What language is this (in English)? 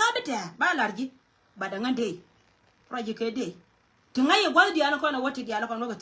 Nuer